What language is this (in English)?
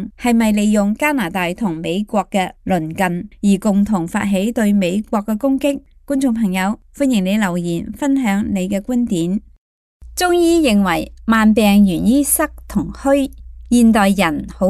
Cantonese